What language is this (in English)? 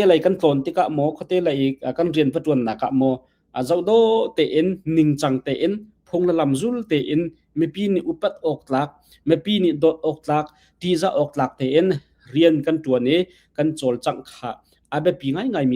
Hakha Chin